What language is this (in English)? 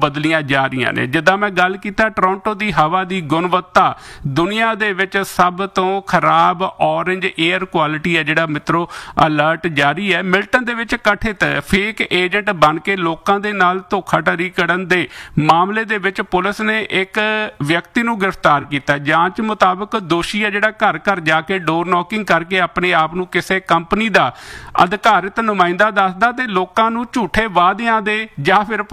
Punjabi